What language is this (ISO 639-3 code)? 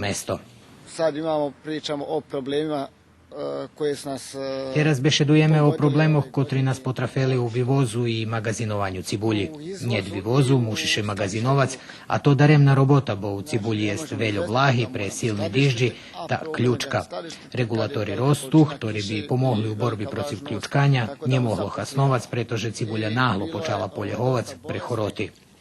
rue